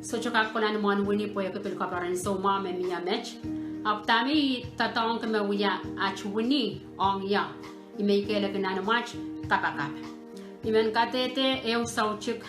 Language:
Pohnpeian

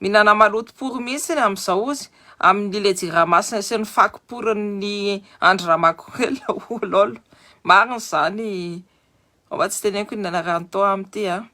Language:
Malagasy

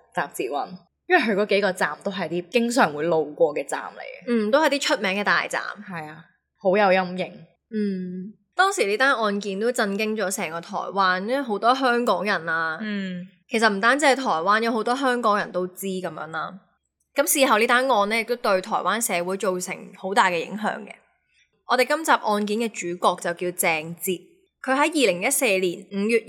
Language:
Cantonese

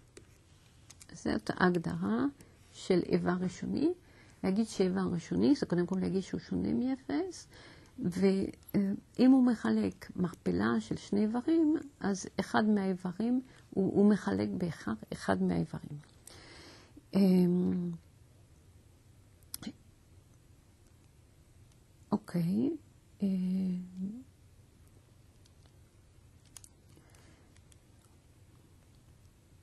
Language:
Hebrew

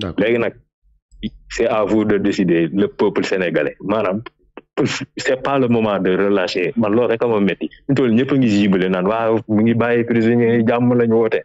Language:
Wolof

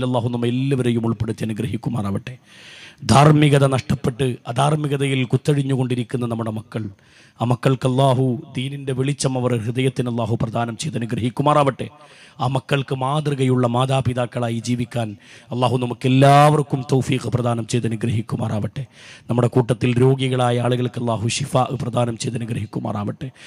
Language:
Malayalam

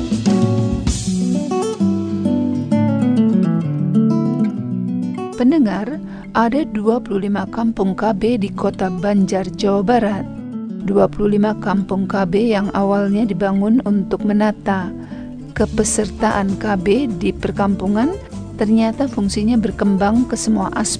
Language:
Indonesian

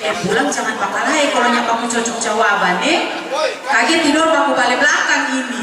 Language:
Manado Malay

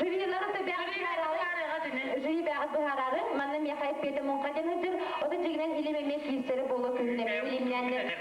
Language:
Yakut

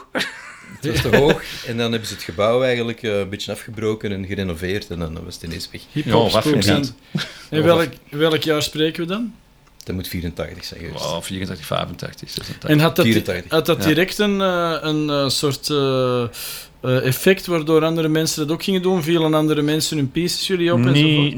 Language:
Dutch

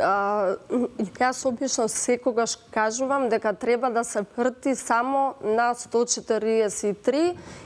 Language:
Macedonian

